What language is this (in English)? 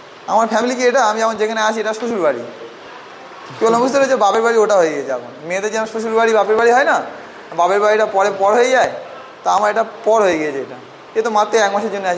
Bangla